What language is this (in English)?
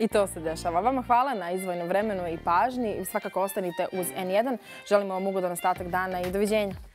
Bosnian